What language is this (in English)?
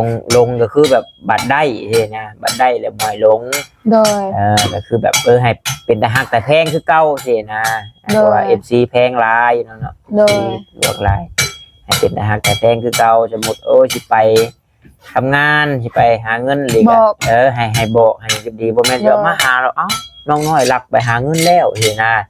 Northeastern Thai